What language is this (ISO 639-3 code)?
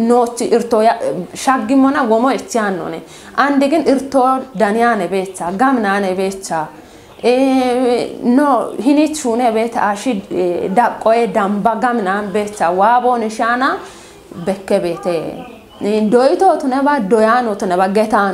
kbr